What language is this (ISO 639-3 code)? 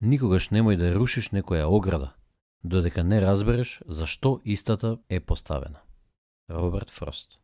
mkd